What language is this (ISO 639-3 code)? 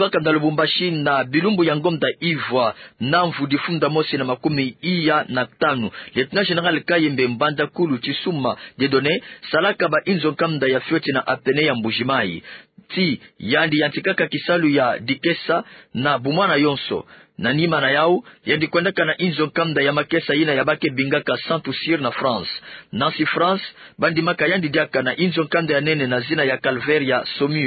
ktu